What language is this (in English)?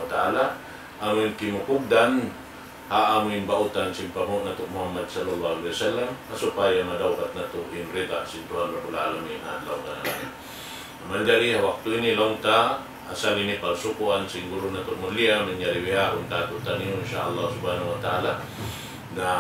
Tausug